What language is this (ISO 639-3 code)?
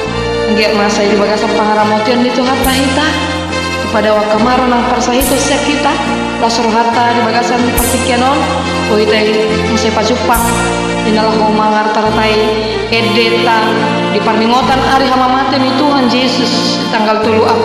bbc